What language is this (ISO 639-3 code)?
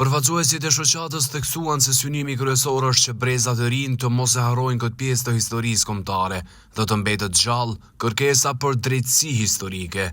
sqi